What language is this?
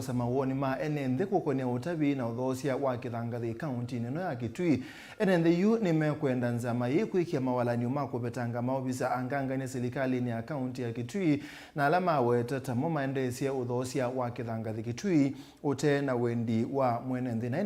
Kamba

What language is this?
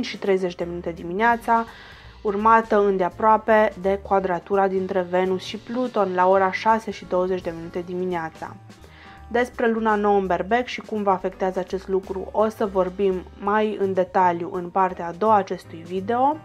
Romanian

